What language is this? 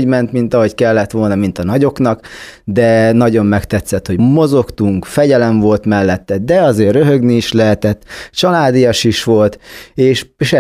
Hungarian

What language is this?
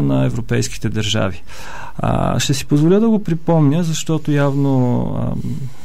Bulgarian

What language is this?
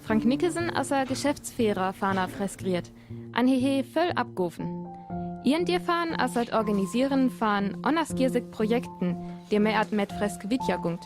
Northern Frisian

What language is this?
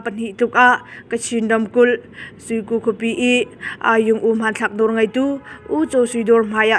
Hakha Chin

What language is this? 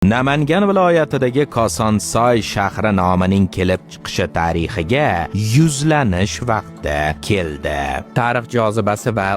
Uzbek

